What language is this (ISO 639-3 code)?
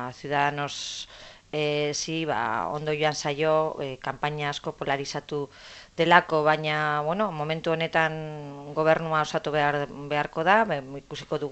eus